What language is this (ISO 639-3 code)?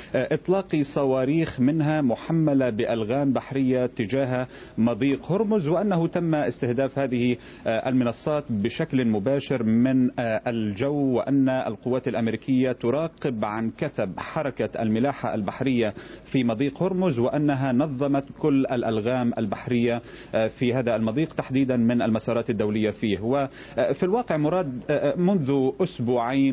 ara